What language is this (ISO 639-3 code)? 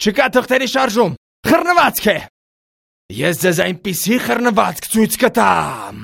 hye